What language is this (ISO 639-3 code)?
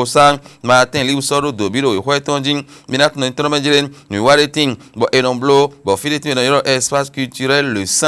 fon